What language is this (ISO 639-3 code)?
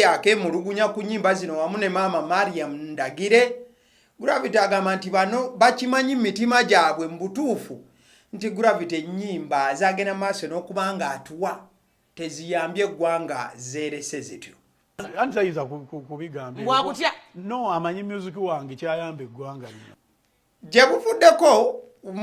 lug